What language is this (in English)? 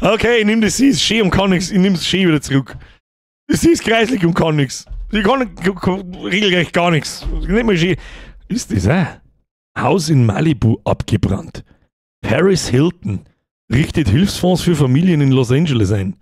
Bavarian